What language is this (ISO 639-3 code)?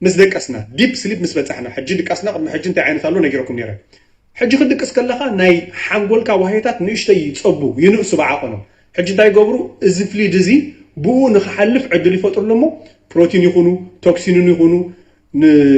tir